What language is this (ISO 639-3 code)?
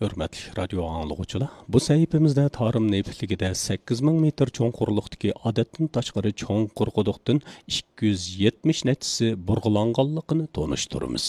uig